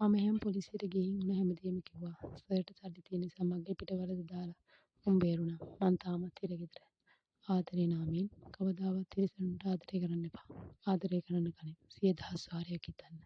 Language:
Sinhala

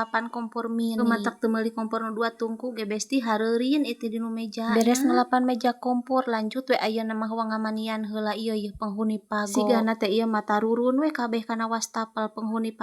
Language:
Sundanese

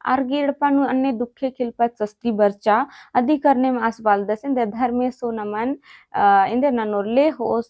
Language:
Kurukh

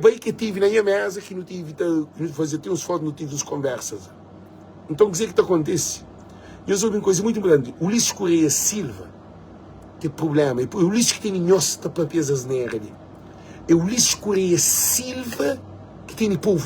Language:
Kabuverdianu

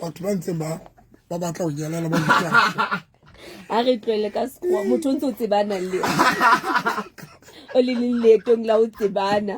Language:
Southern Sotho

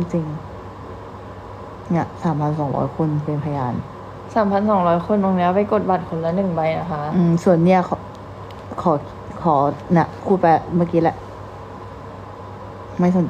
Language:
Thai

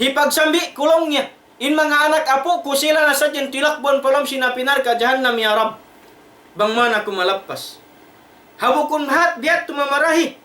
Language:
Tausug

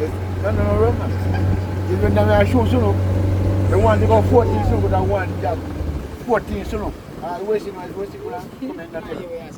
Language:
Jamaican Creole English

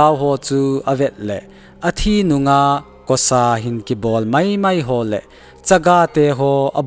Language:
Thado Chin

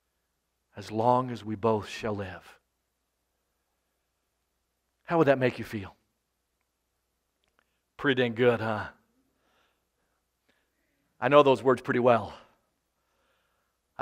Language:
English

